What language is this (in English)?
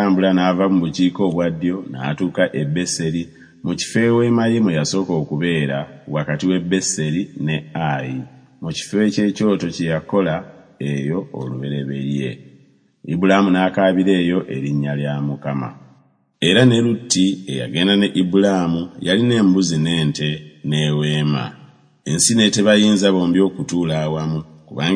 Ganda